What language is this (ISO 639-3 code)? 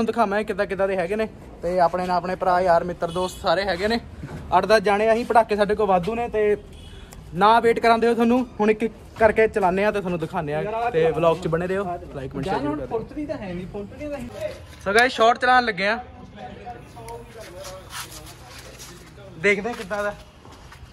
pan